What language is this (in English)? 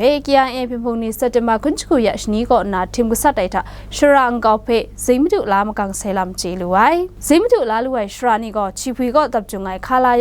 Kachin